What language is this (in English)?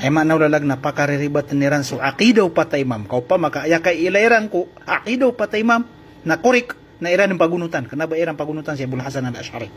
Maranao